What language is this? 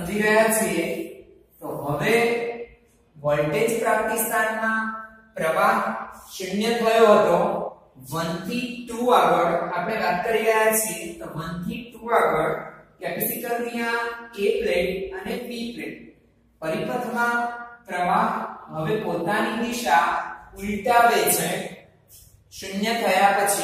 Gujarati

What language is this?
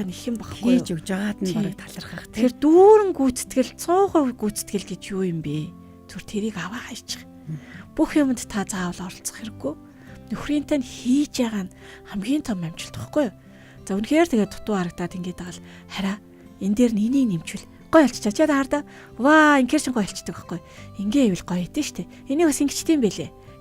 Mongolian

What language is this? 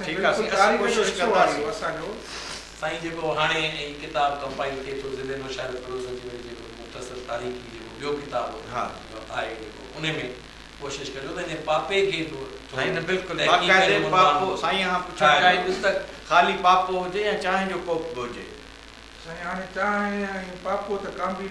Sindhi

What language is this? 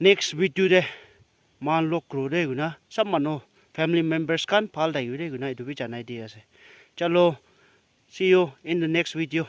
Naga Pidgin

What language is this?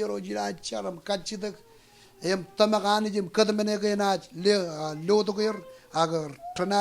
Marshallese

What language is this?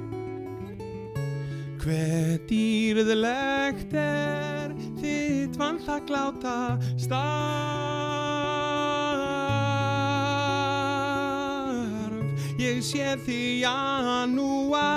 Icelandic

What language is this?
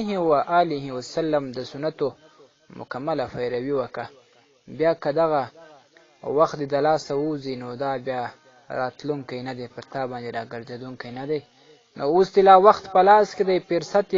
Pashto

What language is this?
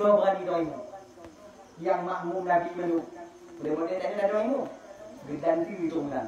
Achinese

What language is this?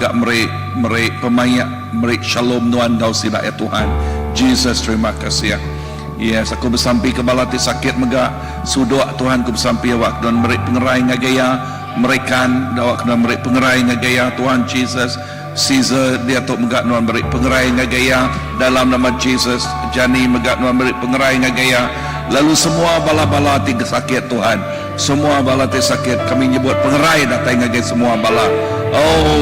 Iban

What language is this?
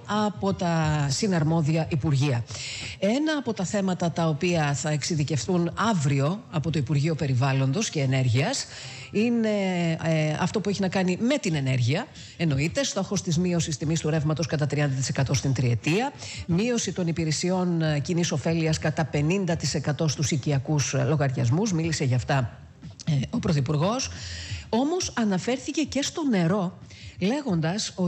Greek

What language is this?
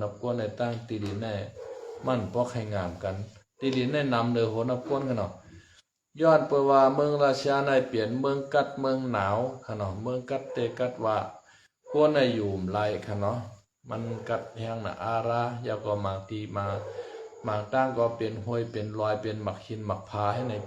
Shan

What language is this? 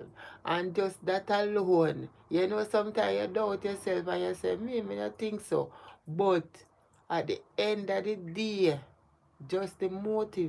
Jamaican Creole English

